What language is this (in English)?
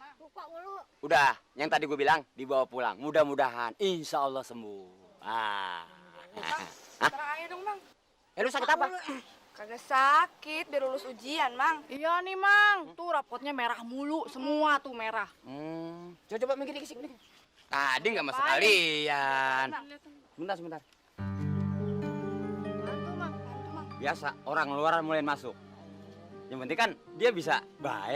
Betawi